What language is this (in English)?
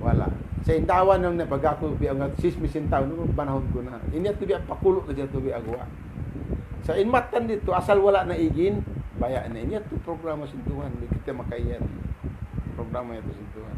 Tausug